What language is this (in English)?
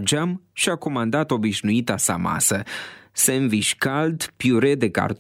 Romanian